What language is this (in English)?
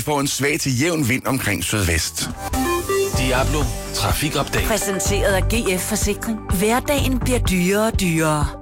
Danish